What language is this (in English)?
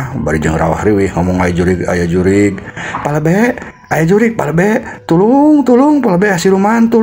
Sundanese